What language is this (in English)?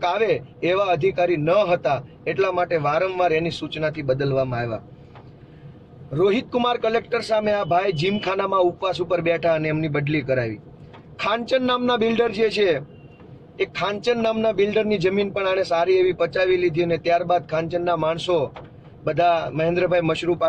Gujarati